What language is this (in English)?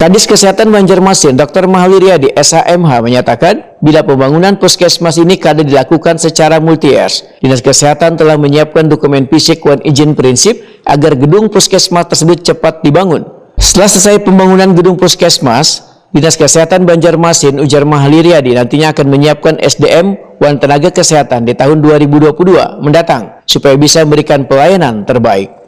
Banjar